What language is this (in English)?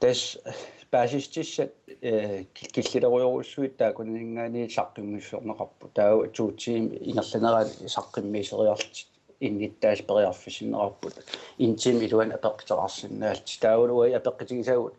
Kalaallisut